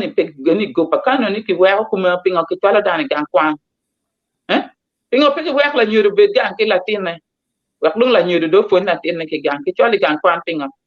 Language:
Acoli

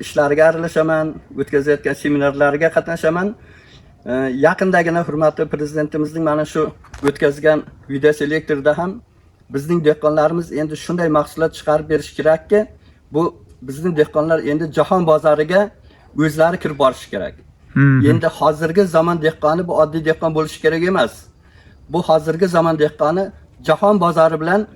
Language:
Uzbek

